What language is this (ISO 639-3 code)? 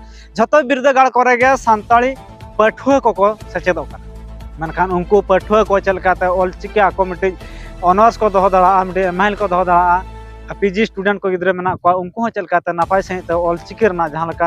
sat